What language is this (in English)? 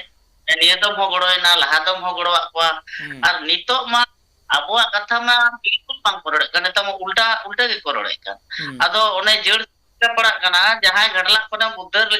Santali